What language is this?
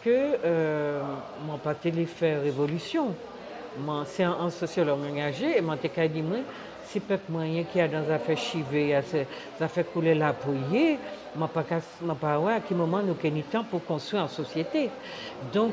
Guadeloupean Creole French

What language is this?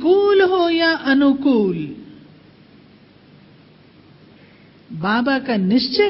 Hindi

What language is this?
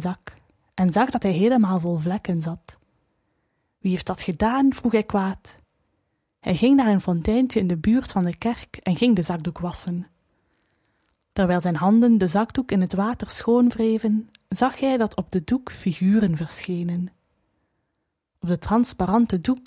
Dutch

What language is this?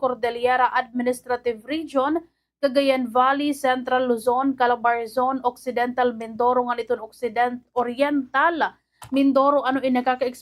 Waray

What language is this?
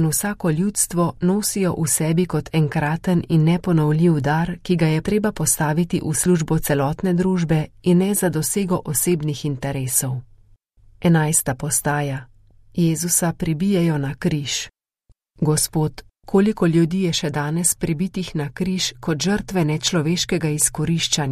Slovenian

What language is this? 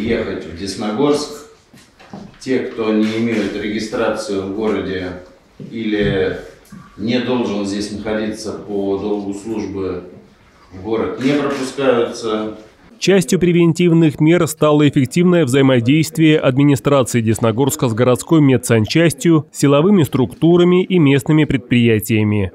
Russian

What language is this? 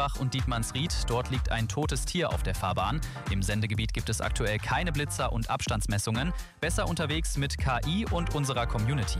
German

